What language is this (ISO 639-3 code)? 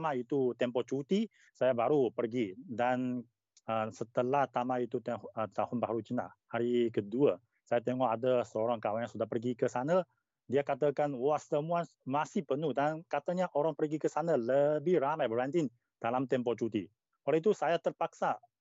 msa